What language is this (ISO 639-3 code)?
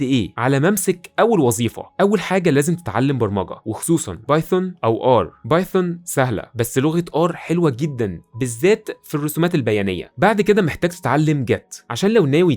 arz